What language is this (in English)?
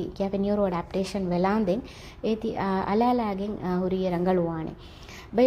Divehi